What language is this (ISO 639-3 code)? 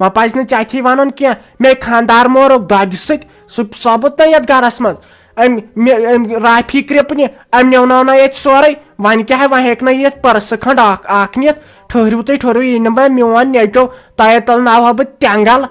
kas